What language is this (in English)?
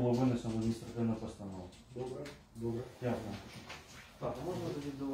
Ukrainian